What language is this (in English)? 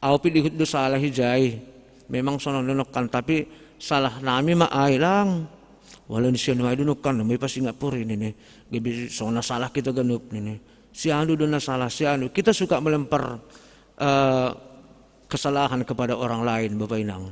Batak Simalungun